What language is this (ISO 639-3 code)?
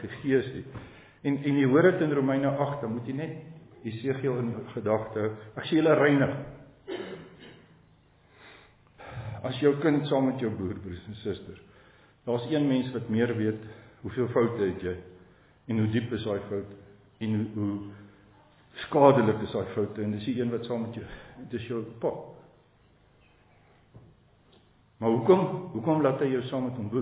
afr